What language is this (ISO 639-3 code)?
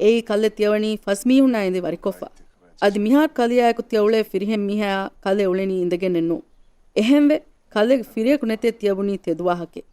div